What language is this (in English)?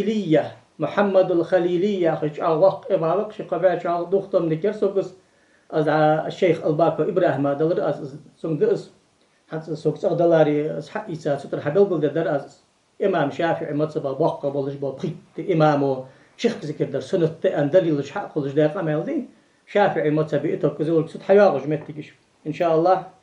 Ingush